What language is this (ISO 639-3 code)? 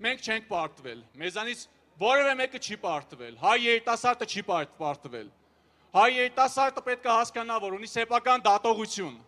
hye